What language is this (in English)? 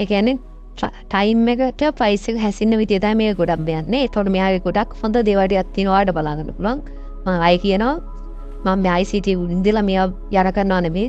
Sinhala